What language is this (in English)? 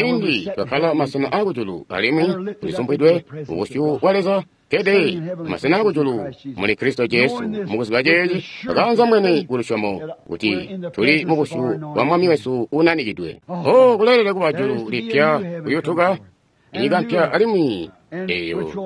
Tonga (Zambia)